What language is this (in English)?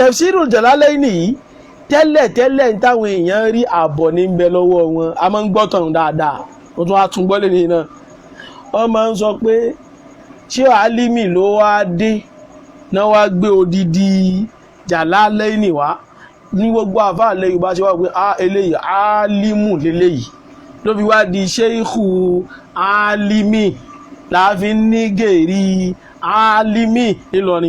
Yoruba